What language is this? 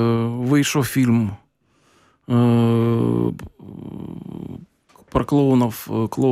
Ukrainian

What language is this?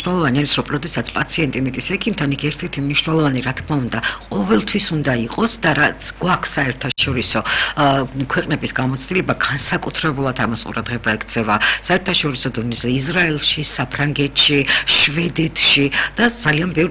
Georgian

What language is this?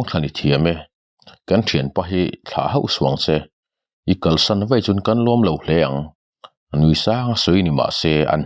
Mizo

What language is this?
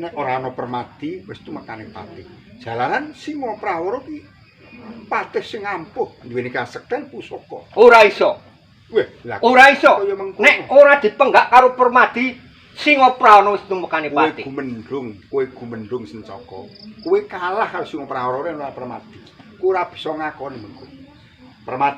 Javanese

